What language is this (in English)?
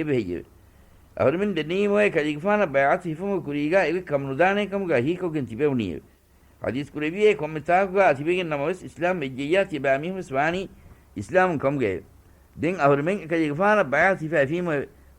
Divehi